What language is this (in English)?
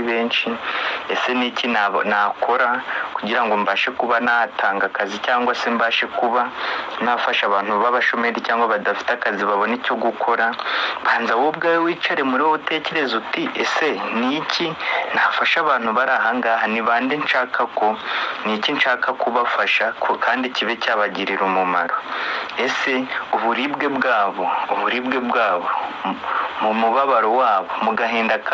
Kinyarwanda